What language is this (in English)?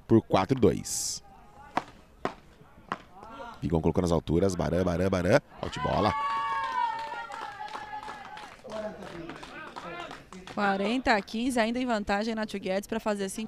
Portuguese